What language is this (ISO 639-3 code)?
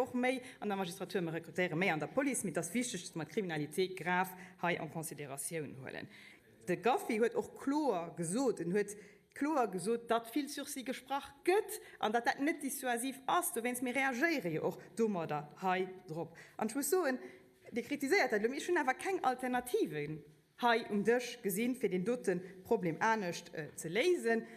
ltz